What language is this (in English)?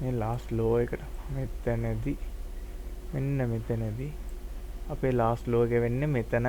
Sinhala